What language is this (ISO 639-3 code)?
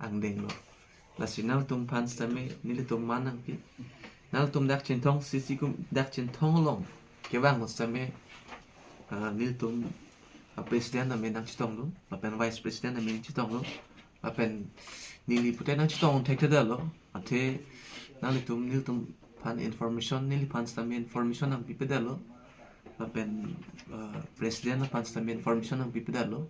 mjw